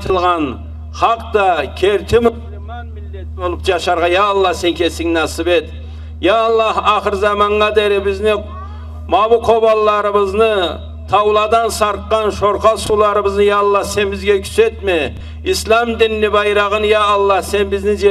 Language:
Karachay-Balkar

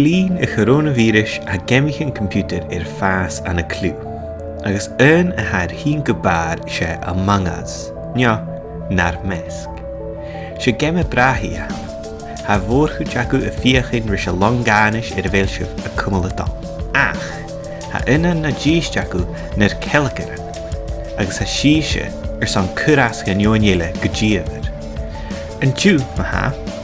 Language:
Scottish Gaelic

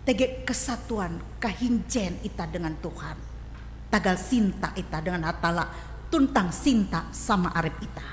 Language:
Ngaju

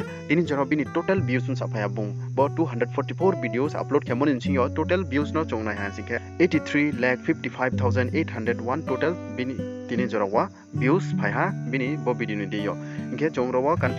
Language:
Riang (India)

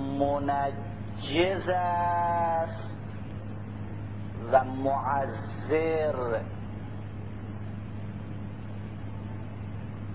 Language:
Persian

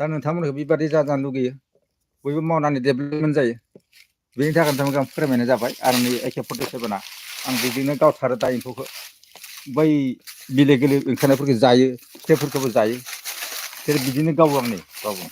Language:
Bodo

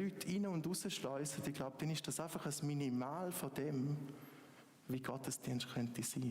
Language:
Swiss German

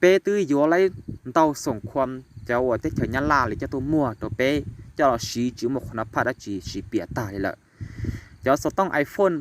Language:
Hmong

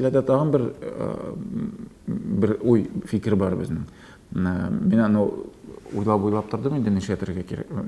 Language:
Tatar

